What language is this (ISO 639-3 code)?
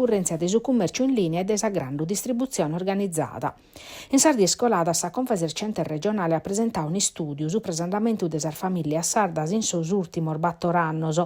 srd